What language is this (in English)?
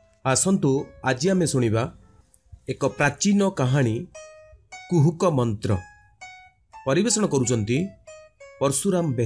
Odia